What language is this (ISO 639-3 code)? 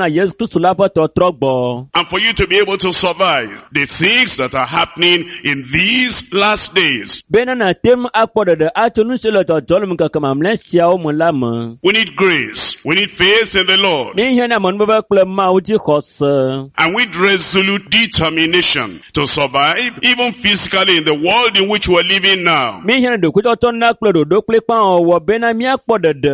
ewe